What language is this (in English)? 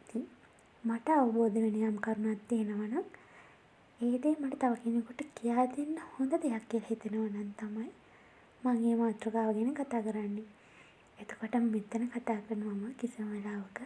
Sinhala